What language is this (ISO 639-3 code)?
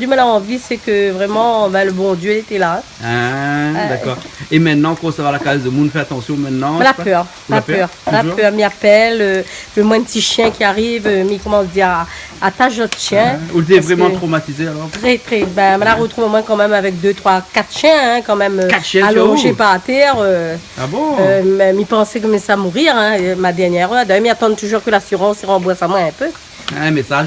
rcf